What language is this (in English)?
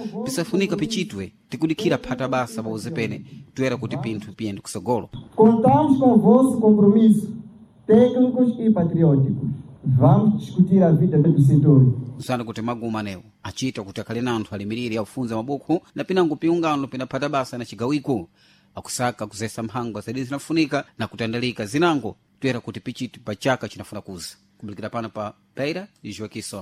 Sena